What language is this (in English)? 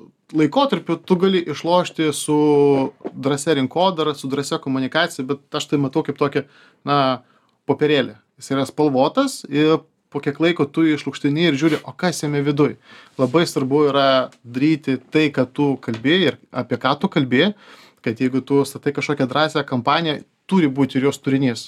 Lithuanian